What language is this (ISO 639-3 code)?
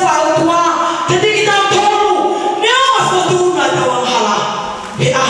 ton